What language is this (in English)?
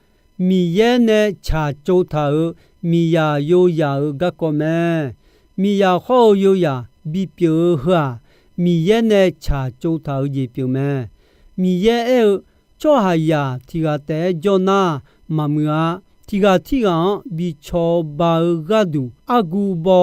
Akha